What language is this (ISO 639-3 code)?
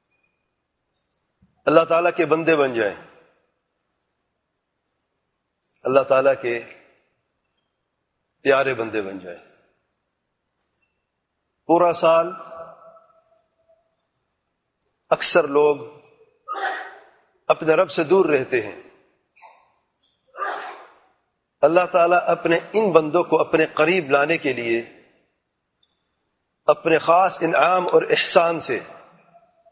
urd